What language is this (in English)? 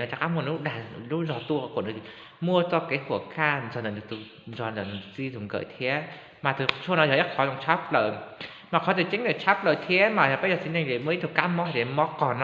Hmong